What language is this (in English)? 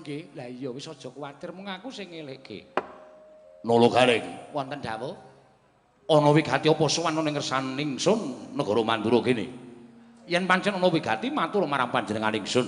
Javanese